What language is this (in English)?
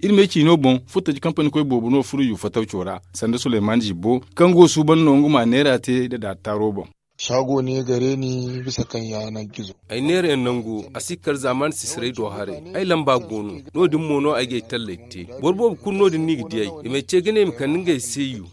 Zarma